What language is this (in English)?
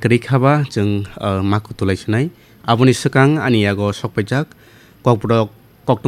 Kok Borok